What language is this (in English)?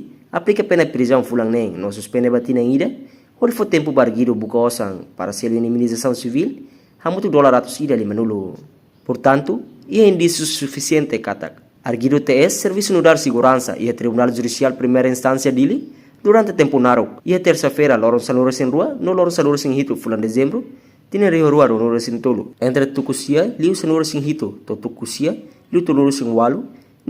Tetum